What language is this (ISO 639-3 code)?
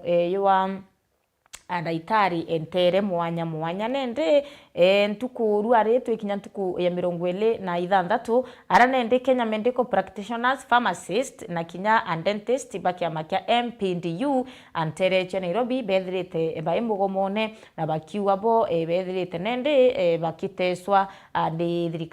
mer